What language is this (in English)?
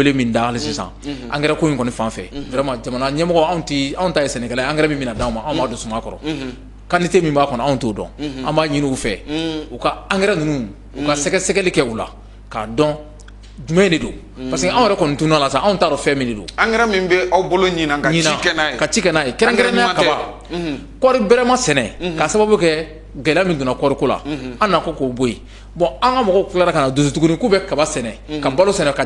Bambara